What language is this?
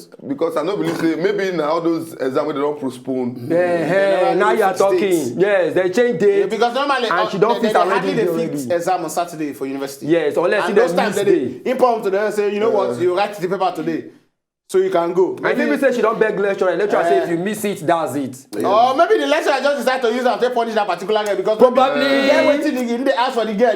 Nigerian Pidgin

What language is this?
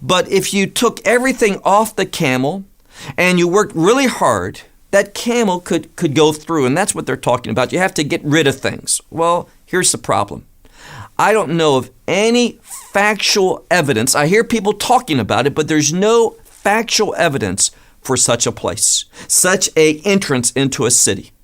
English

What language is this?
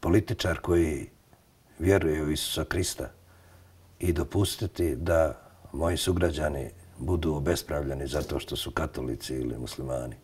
Bosnian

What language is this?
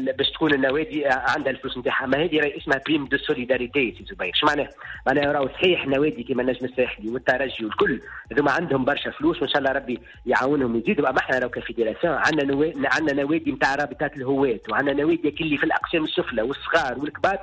Tunisian Arabic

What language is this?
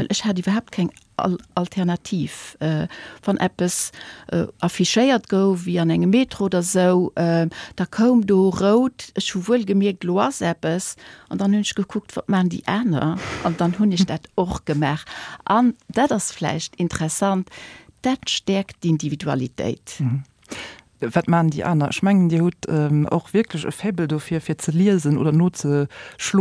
Luxembourgish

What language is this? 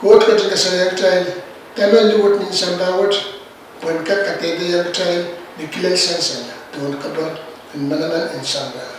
Pohnpeian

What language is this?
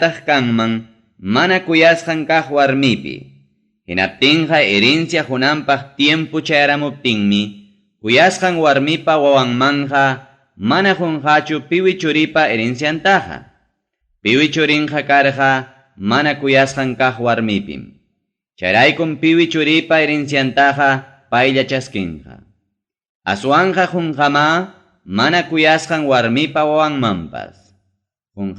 Ayacucho Quechua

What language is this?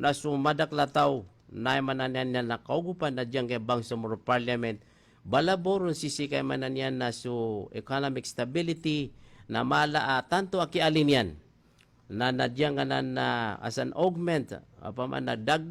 Maranao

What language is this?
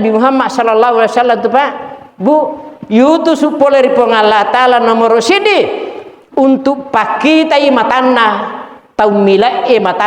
Buginese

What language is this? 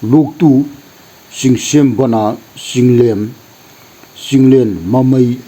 Manipuri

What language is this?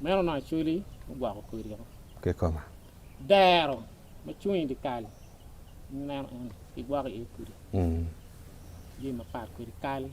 Acoli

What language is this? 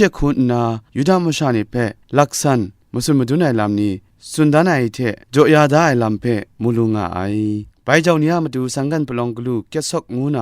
Kachin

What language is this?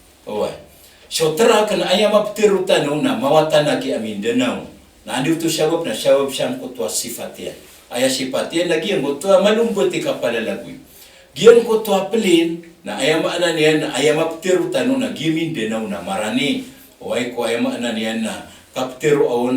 Maranao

